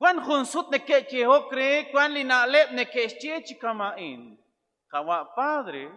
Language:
Kekchí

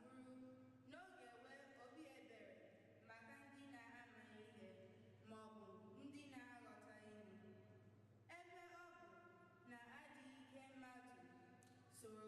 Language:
Igbo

